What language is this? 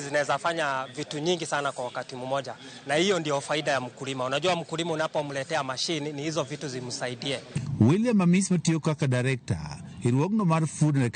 Luo (Kenya and Tanzania)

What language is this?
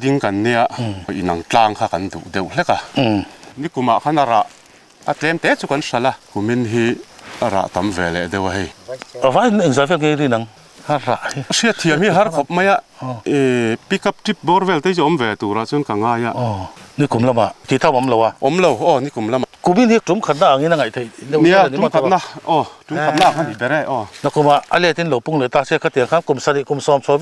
Mizo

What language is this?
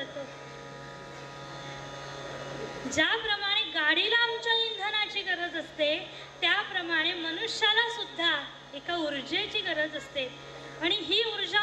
Marathi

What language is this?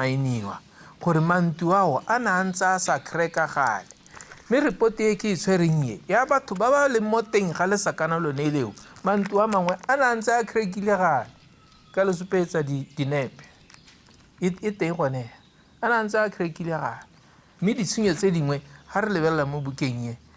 Tswana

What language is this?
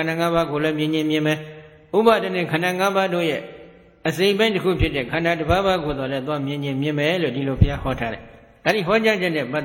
Burmese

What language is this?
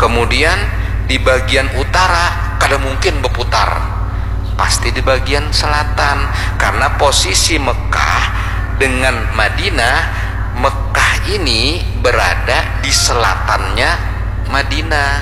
Banjar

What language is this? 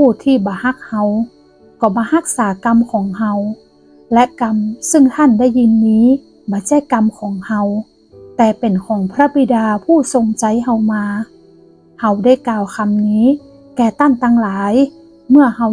Northern Thai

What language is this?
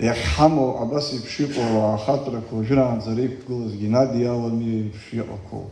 Abkhazian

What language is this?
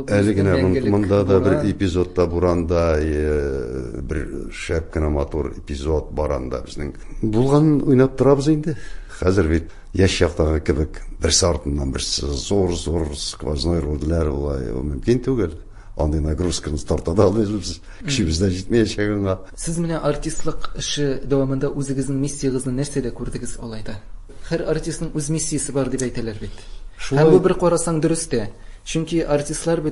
Tatar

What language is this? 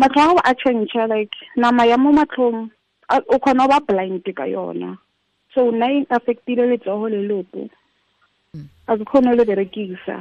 Tswana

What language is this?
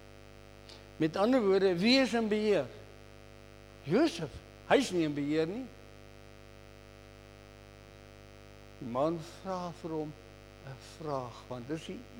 Afrikaans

